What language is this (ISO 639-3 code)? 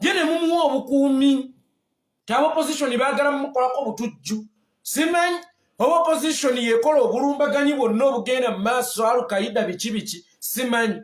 lug